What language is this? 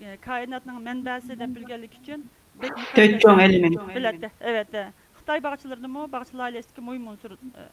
Uyghur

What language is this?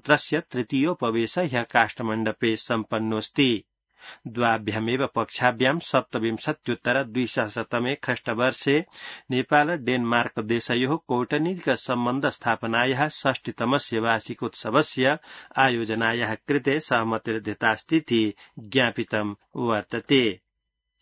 Sanskrit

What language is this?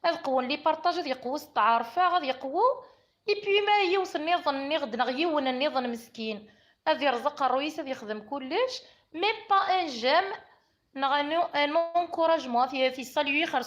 Kabyle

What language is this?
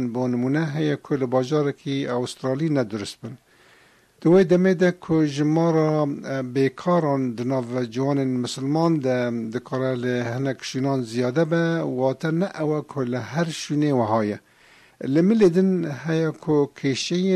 Kurdish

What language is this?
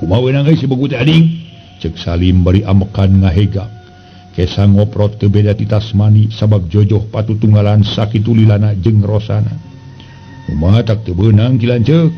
Sundanese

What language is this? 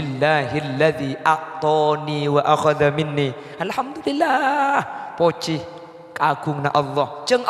Madurese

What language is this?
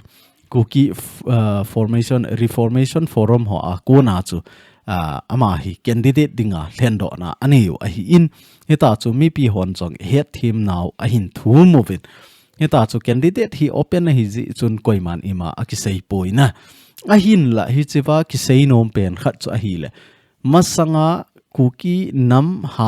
Thado Chin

